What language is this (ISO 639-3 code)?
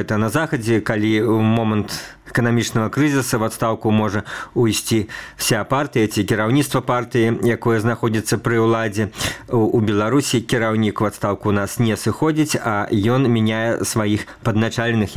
bel